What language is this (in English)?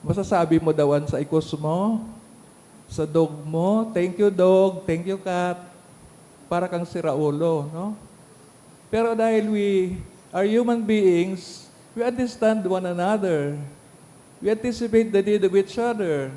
Bikol